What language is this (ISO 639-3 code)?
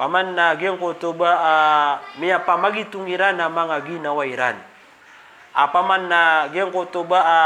mrw